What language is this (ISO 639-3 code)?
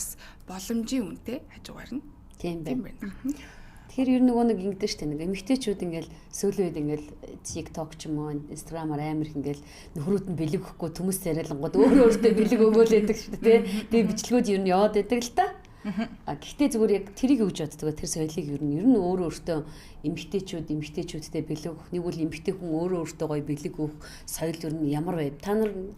mon